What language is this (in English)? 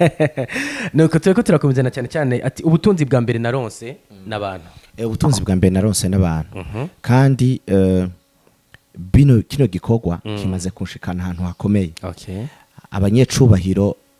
Rundi